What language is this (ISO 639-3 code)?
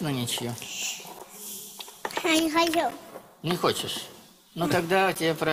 rus